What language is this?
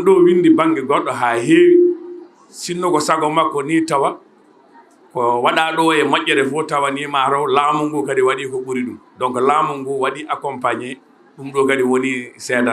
Fula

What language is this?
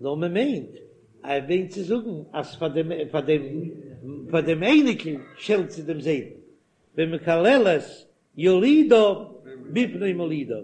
Yiddish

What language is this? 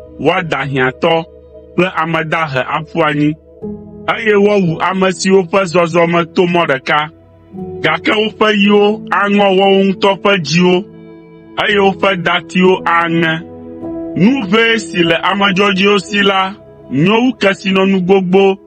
Ewe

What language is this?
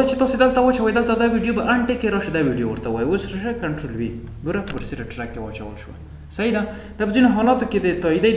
Pashto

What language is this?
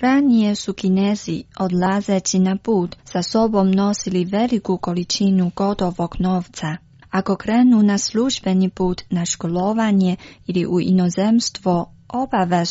Croatian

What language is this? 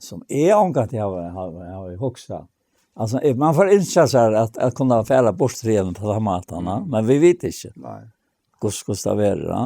Faroese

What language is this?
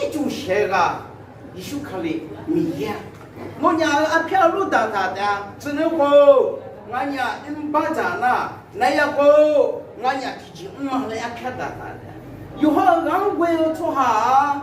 Akha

